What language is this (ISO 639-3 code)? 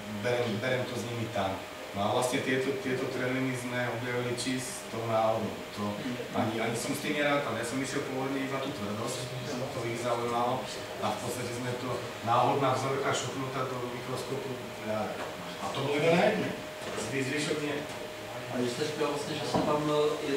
slk